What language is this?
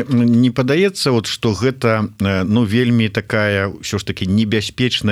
Belarusian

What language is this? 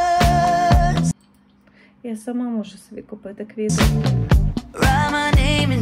Ukrainian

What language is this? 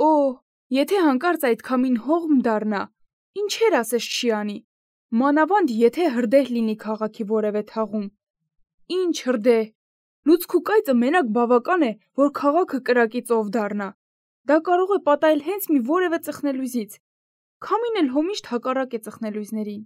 Armenian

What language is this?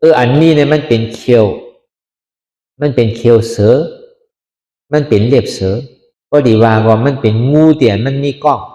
Shan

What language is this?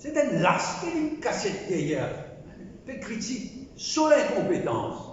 Morisyen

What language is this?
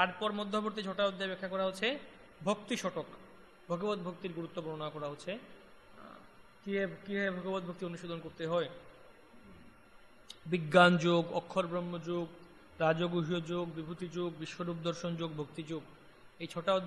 Bangla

